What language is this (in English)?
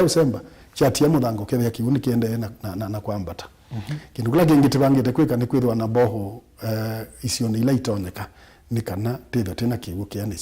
Kamba